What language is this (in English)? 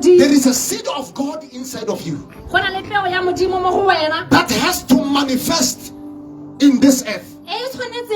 Tswana